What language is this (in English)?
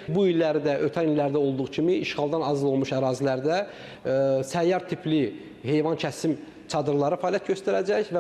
Azerbaijani